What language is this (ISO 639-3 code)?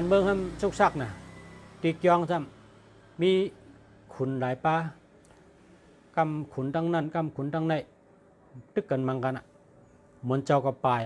shn